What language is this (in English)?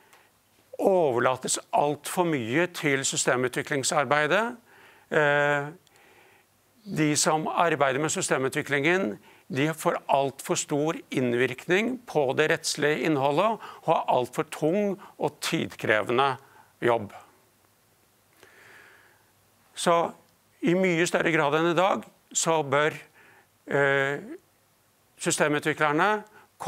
Norwegian